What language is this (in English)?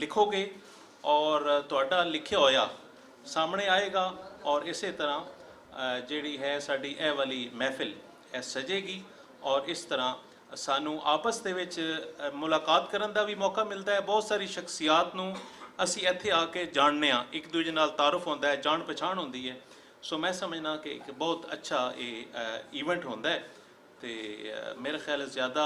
Western Panjabi